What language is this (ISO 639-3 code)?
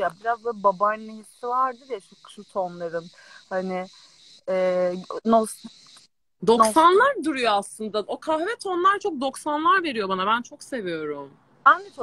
tur